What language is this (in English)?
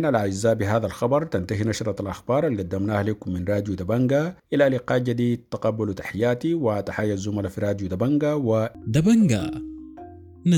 Sudanese Arabic